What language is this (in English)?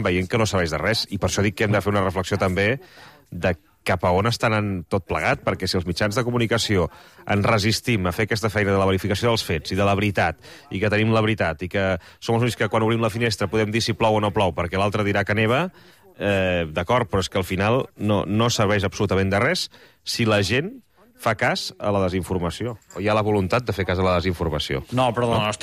Catalan